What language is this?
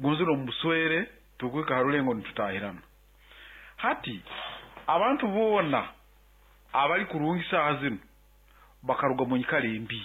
Nyankole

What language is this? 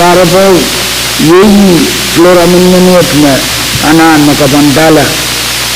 Pohnpeian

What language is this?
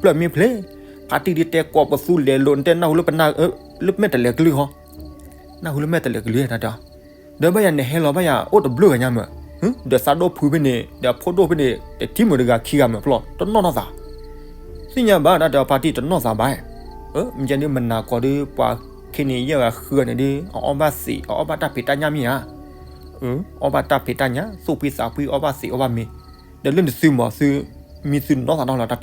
S'gaw Karen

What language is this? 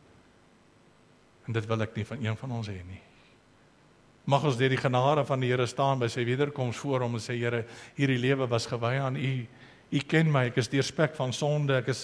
Afrikaans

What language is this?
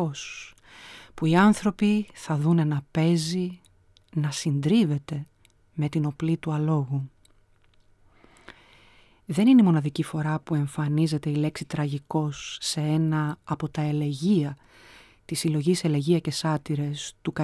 Greek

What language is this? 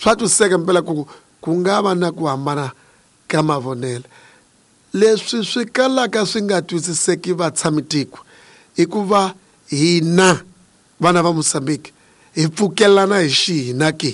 Tsonga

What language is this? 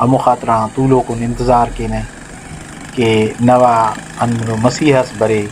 Brahui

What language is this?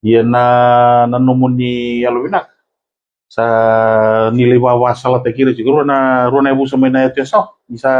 Fijian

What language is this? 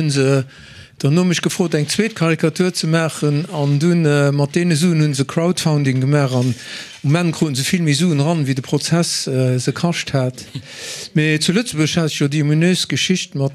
Luxembourgish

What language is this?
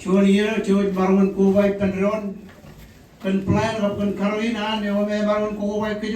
Marshallese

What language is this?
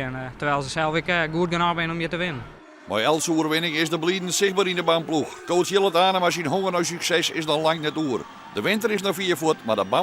Western Frisian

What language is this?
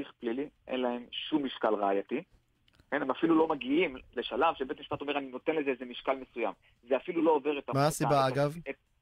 Hebrew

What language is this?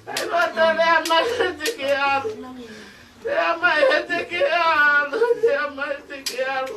Tongan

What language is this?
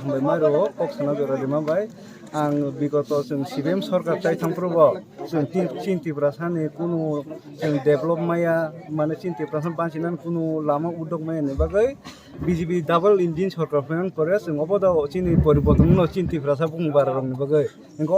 Kok Borok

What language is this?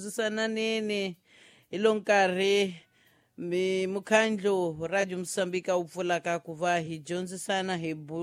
Tsonga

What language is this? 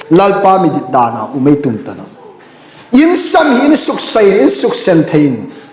Hmar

